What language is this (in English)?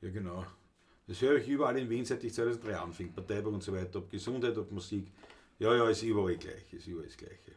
Bavarian